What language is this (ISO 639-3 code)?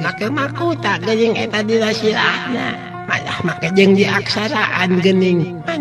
sun